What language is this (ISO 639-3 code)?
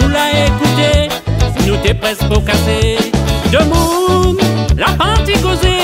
rcf